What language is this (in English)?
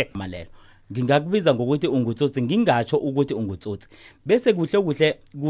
South Ndebele